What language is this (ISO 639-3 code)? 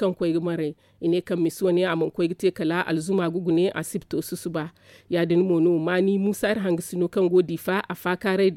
dje